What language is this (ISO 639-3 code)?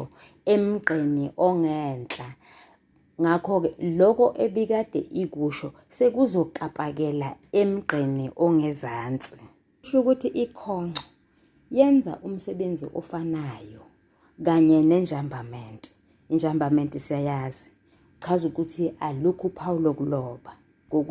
zul